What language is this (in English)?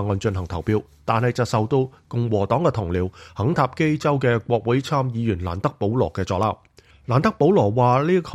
Cantonese